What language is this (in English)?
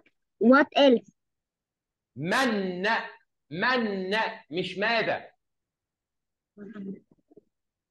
Egyptian Arabic